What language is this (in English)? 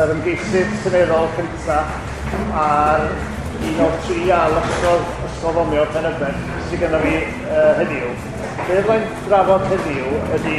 Welsh